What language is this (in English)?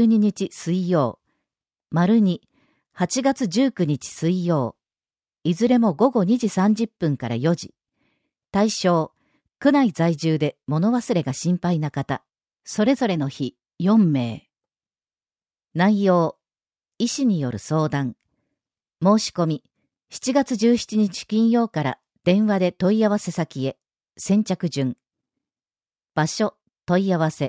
Japanese